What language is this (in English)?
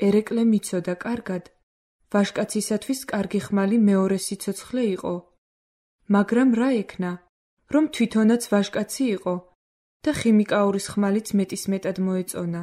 Georgian